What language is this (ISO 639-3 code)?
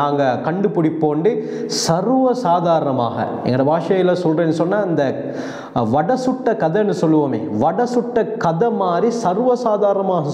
tam